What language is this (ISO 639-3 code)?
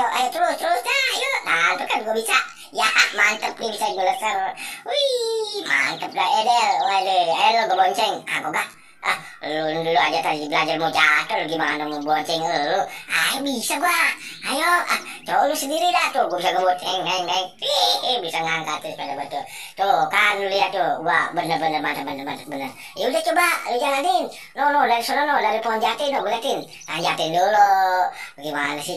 bew